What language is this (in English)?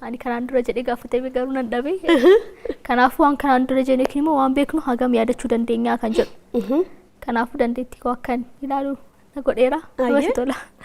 Oromo